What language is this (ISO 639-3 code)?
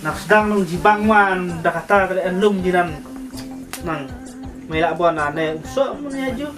kha